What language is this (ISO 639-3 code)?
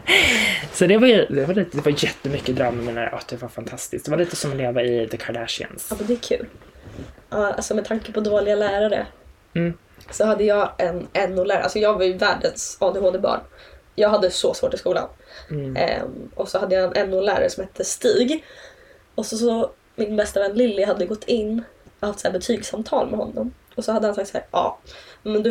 swe